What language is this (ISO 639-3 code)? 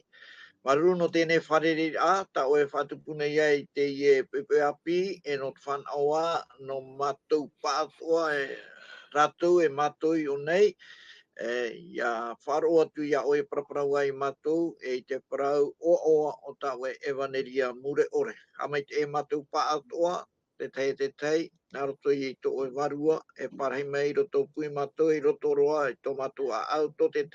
tah